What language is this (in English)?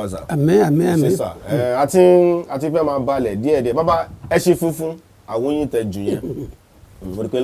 Yoruba